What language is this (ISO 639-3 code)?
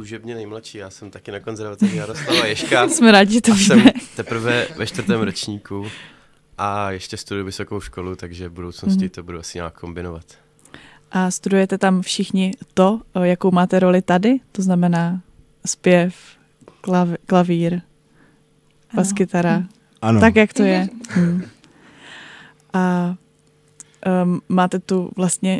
ces